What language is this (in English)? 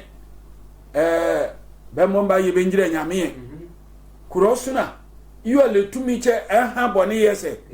Sehwi